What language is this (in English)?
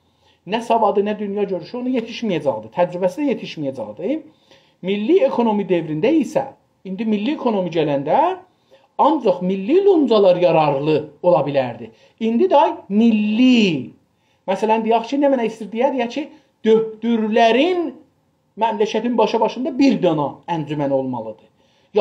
South Azerbaijani